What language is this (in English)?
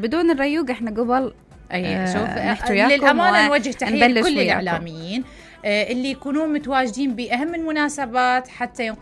Mesopotamian Arabic